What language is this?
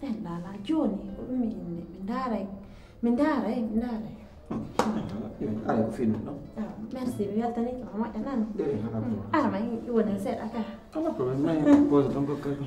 Pular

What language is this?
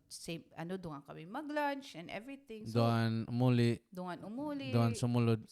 Waray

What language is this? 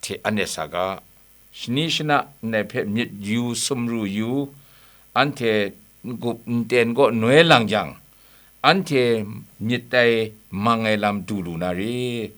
Kachin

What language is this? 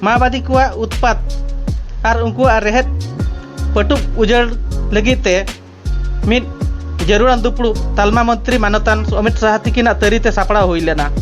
Santali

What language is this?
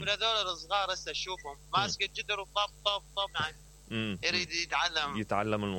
Mesopotamian Arabic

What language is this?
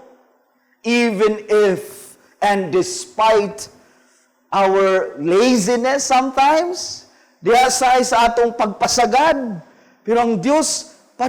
Cebuano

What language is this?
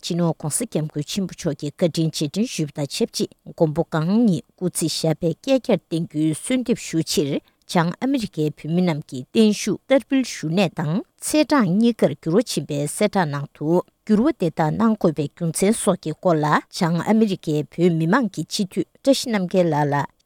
Tibetan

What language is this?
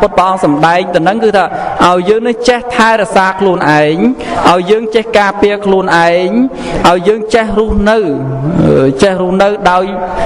Khmer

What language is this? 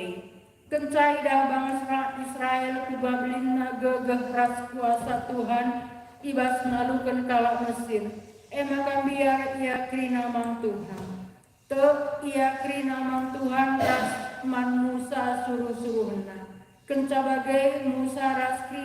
Batak Karo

